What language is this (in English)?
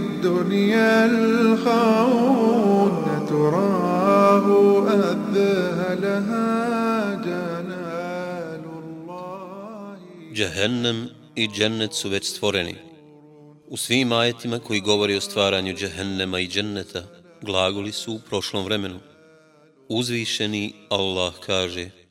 Bosnian